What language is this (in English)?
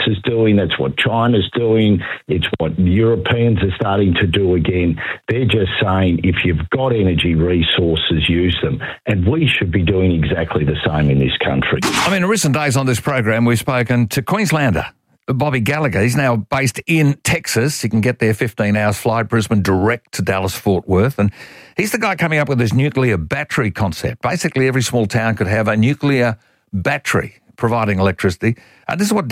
English